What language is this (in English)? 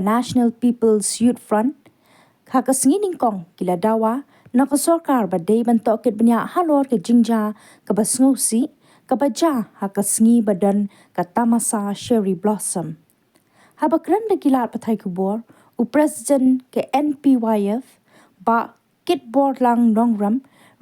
Khasi